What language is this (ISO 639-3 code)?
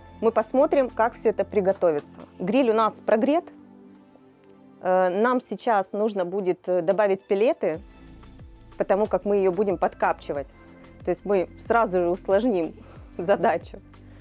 rus